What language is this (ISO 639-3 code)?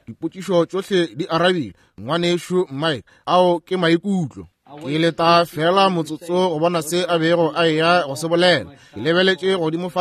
nso